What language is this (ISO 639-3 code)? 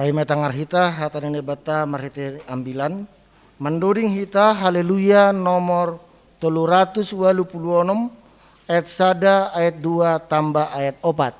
bts